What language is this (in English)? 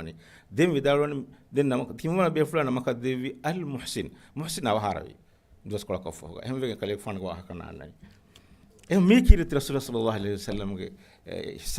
Divehi